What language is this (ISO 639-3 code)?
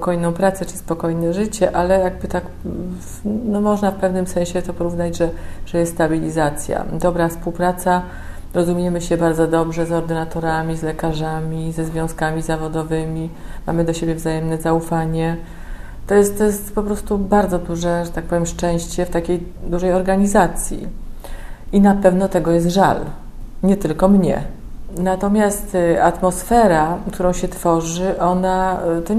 pol